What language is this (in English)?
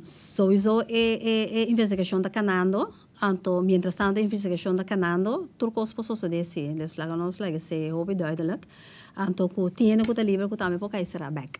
Papiamento